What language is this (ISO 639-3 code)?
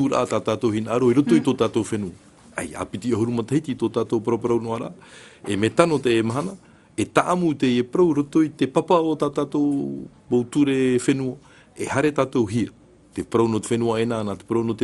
tah